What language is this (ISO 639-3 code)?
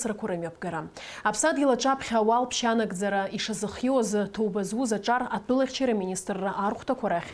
abk